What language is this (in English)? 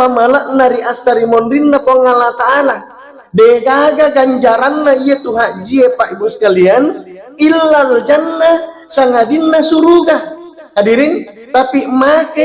Buginese